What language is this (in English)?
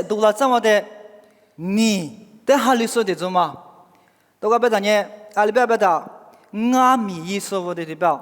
Lisu